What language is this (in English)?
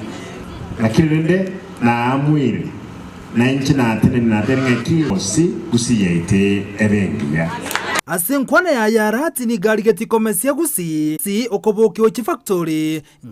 Gusii